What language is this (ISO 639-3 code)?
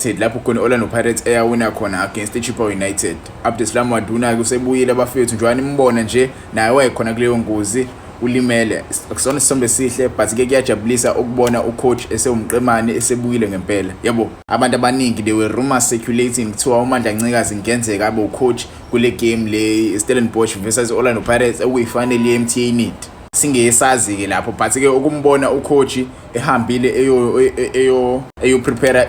zul